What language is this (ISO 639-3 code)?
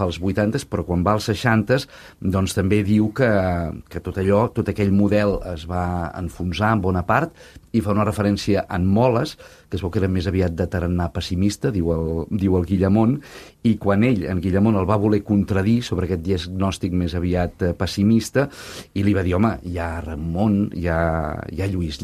cat